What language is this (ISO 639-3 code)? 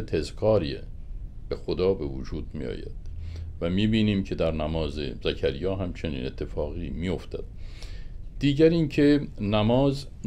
fas